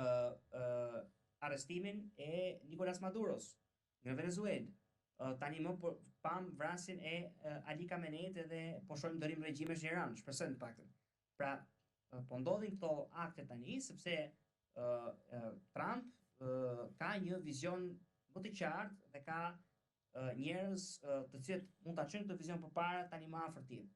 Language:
Albanian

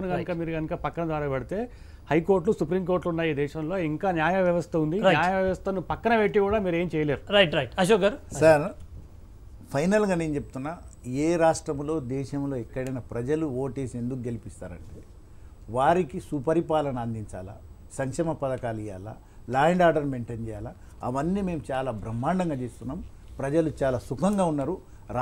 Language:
Telugu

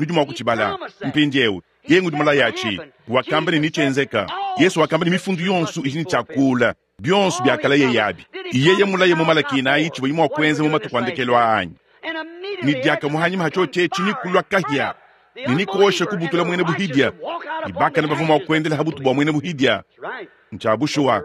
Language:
Luba-Lulua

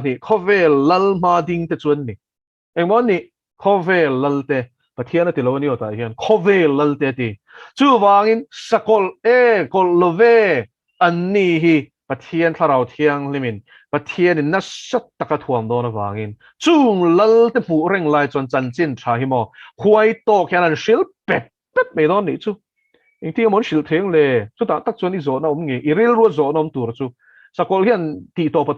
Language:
Mizo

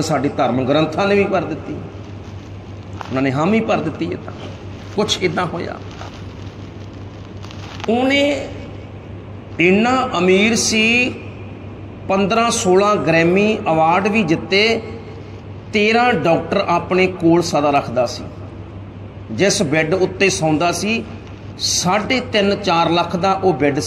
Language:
Punjabi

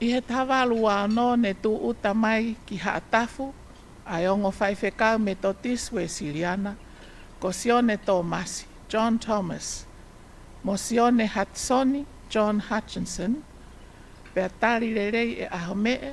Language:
Tongan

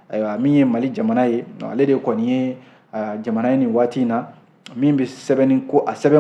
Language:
Bambara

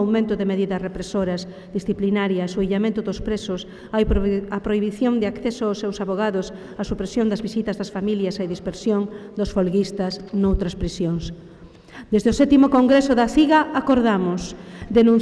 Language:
Galician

